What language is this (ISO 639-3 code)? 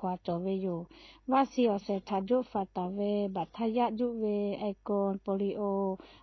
lhu